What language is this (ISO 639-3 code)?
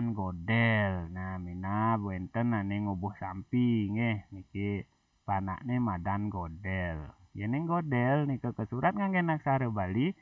ban